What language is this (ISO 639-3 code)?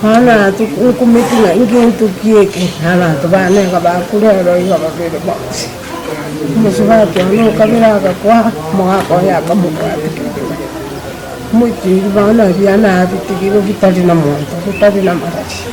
guz